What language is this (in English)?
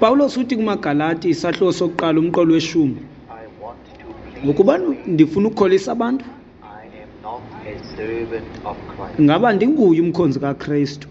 Xhosa